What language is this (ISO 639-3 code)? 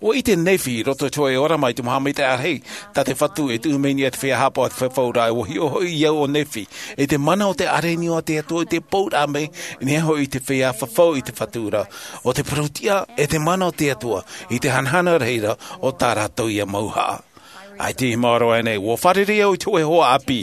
tah